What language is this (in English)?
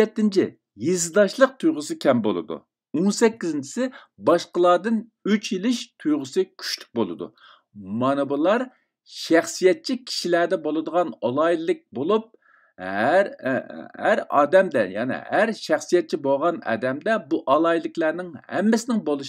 Uyghur